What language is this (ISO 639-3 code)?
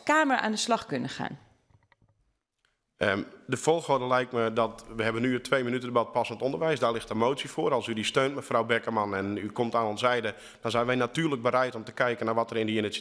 nld